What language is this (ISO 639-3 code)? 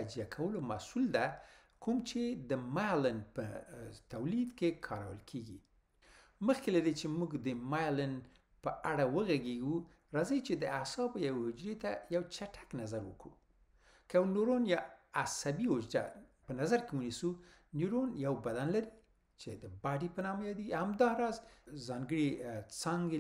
pus